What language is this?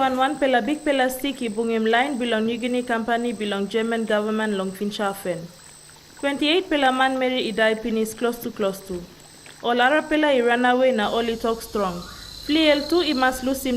Tok Pisin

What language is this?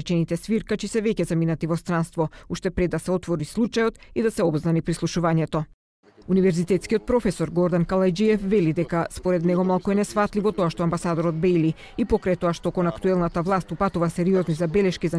Macedonian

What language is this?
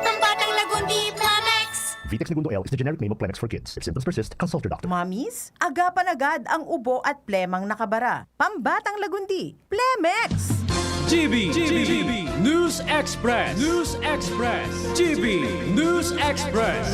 Bikol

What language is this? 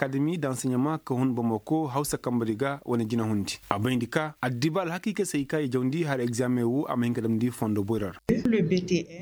Koyraboro Senni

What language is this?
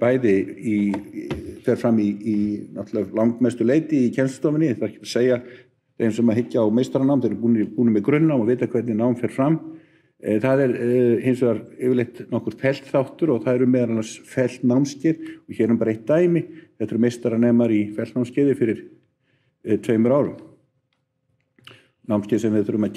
Icelandic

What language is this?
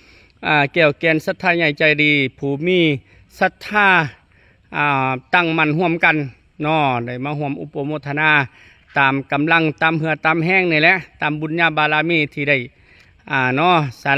Lao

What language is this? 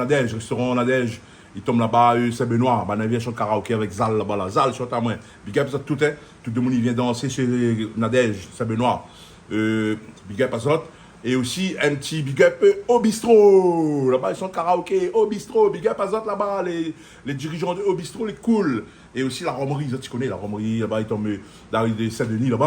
Réunion Creole French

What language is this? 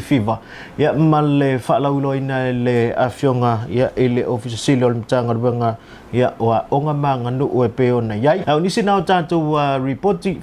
Samoan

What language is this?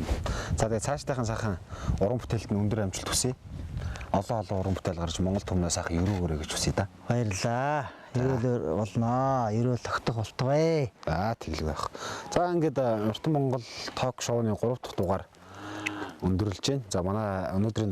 Mongolian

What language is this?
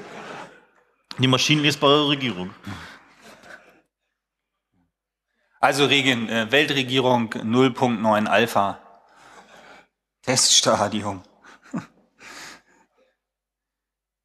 German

